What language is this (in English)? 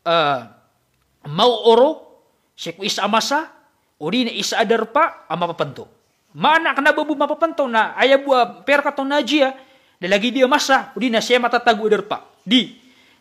Maranao